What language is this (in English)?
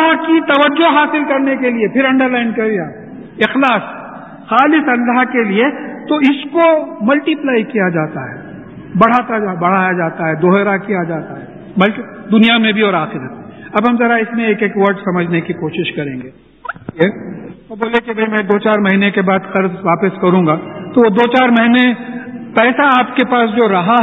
Urdu